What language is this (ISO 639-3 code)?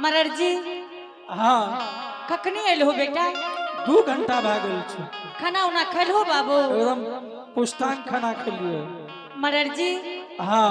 anp